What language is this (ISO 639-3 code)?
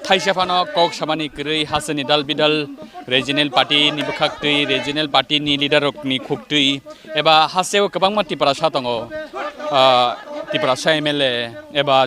trp